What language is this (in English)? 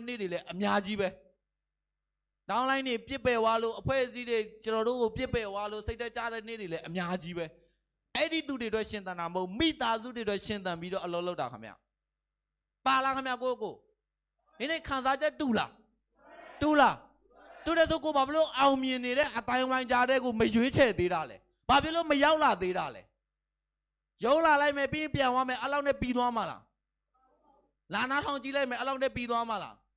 Burmese